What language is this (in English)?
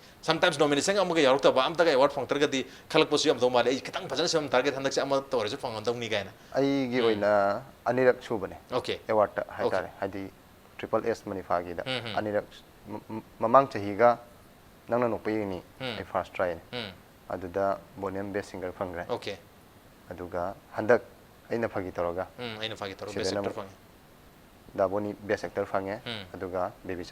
Manipuri